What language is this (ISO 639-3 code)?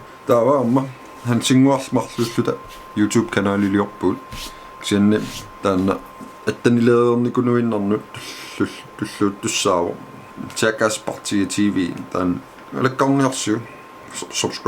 kal